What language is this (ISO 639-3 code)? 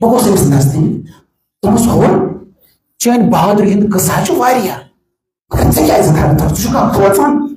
kas